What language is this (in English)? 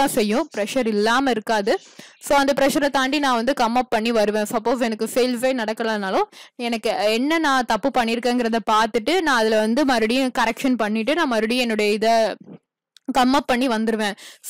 Tamil